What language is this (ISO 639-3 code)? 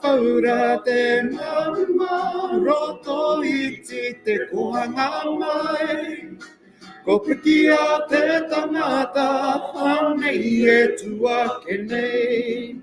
mri